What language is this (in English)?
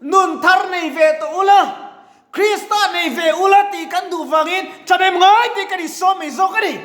Mizo